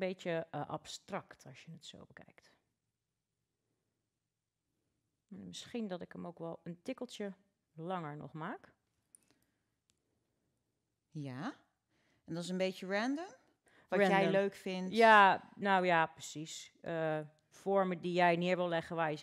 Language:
Dutch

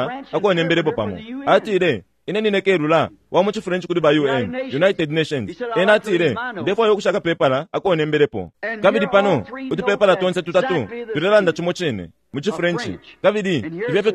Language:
Bemba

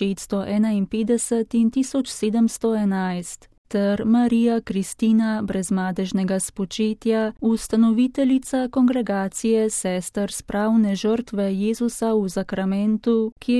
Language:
Slovenian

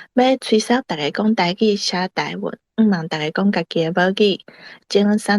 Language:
Min Nan Chinese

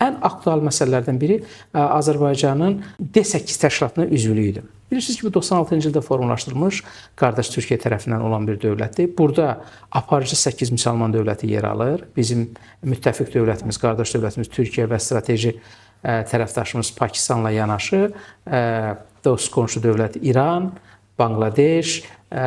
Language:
Azerbaijani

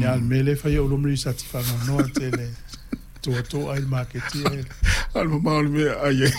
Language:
Samoan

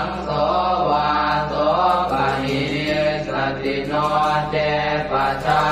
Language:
Pali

